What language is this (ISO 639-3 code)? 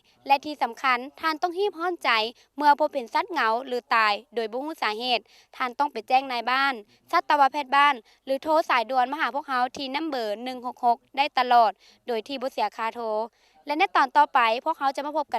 lao